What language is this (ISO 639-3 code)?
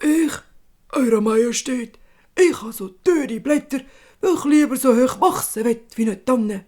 gsw